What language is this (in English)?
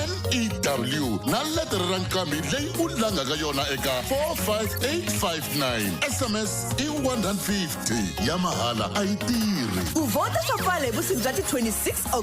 Tsonga